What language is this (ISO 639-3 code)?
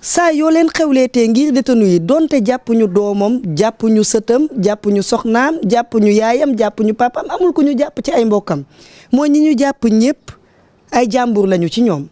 wol